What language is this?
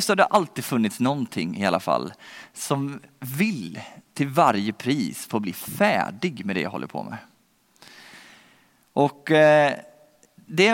Swedish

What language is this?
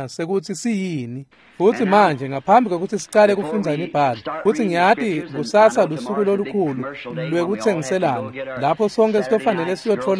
Swati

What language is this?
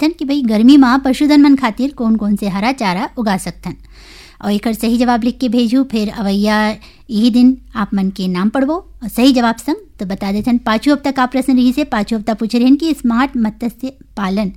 Chhattisgarhi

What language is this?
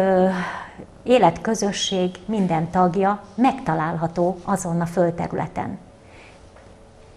Hungarian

